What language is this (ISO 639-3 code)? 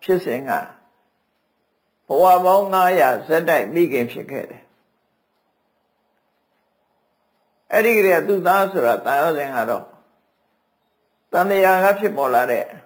mya